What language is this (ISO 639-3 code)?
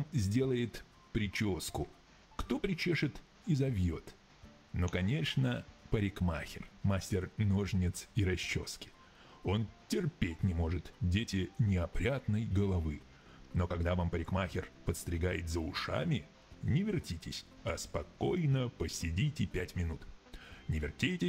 rus